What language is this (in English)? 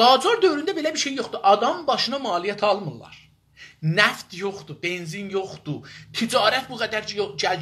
South Azerbaijani